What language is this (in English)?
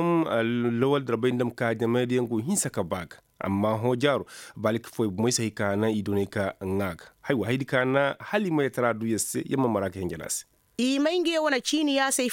Koyraboro Senni